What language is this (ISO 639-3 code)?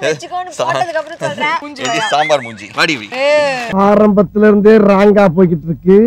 tam